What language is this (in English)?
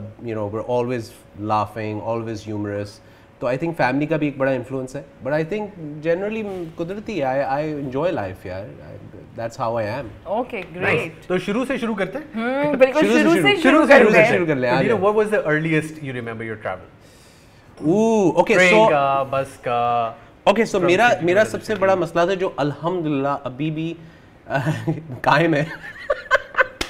Urdu